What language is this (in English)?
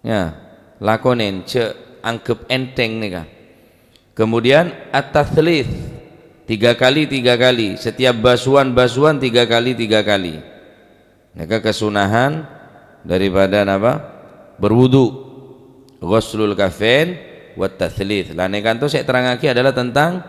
Madurese